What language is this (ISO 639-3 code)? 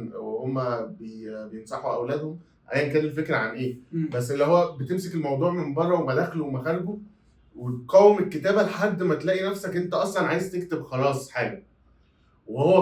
arz